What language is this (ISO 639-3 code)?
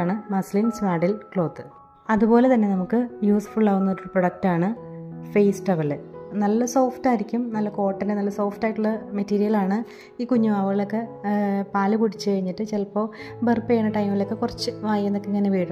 mal